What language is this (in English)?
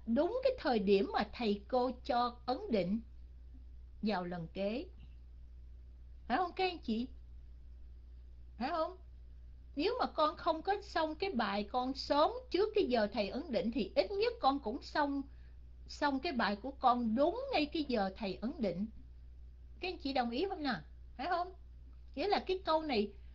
Vietnamese